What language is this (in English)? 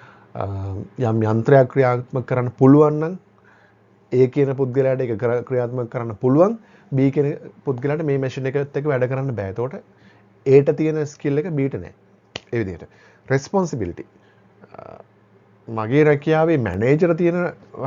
Sinhala